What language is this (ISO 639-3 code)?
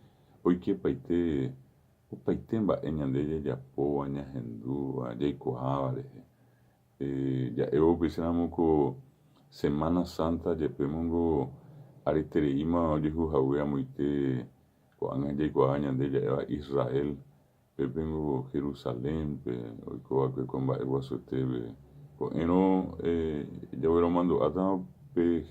grn